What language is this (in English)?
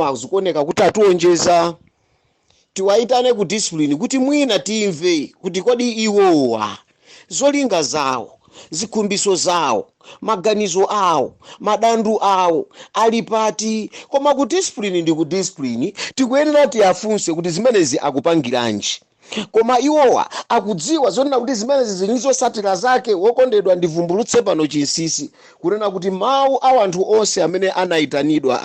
Nyanja